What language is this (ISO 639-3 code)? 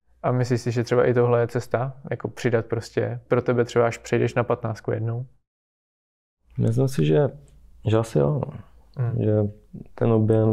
ces